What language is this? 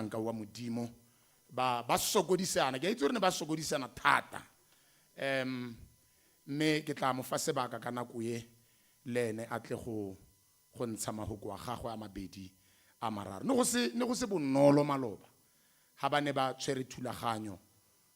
Tswana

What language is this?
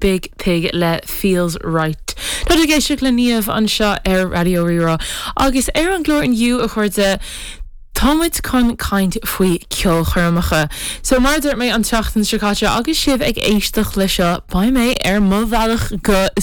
Irish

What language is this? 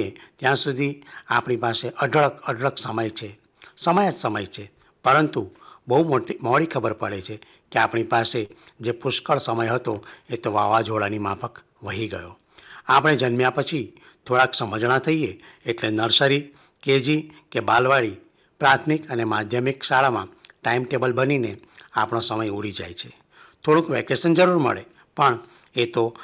Gujarati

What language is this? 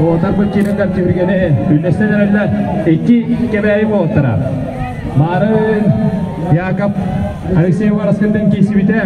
Yakut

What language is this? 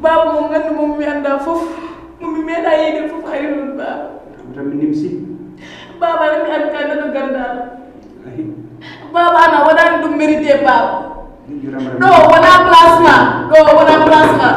Fula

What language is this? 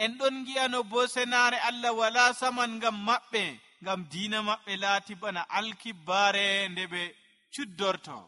Nigerian Fulfulde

